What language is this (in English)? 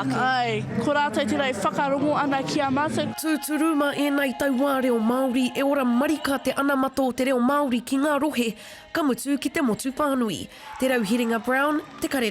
Māori